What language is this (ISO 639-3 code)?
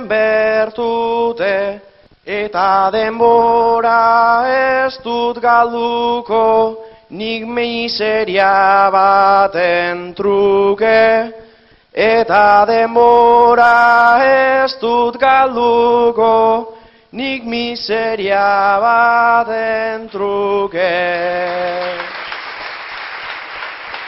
eus